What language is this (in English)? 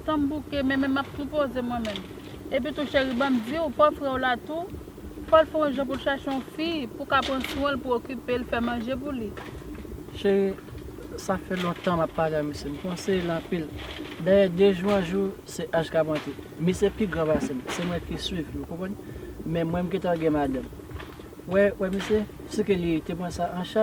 Haitian Creole